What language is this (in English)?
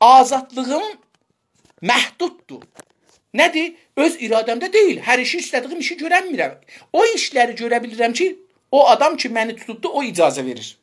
South Azerbaijani